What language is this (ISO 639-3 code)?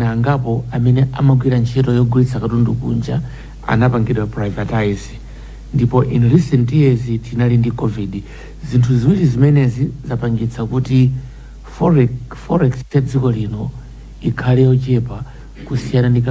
nya